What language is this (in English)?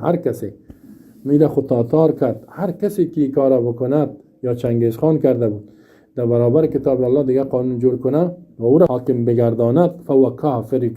Persian